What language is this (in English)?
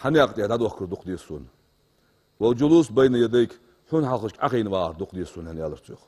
Ingush